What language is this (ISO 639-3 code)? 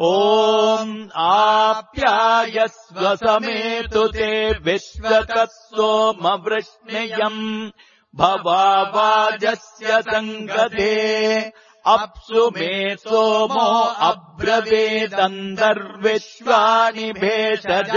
san